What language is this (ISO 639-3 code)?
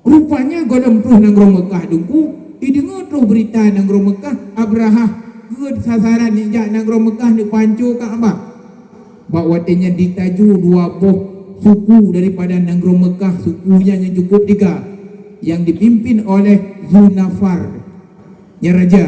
ace